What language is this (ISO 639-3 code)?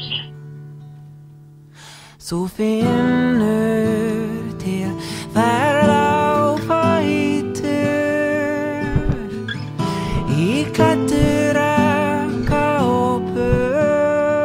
isl